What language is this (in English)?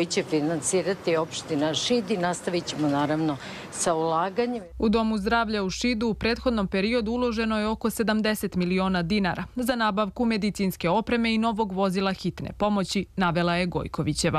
Serbian